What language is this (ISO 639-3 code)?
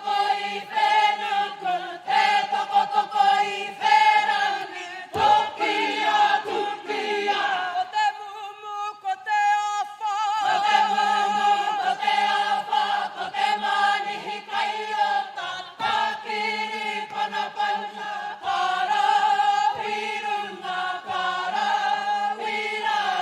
mri